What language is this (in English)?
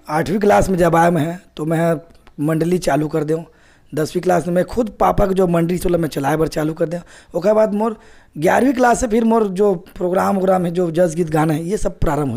Chhattisgarhi